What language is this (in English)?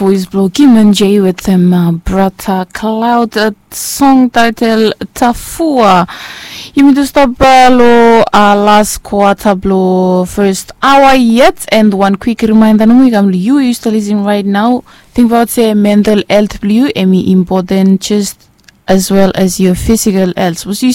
Bislama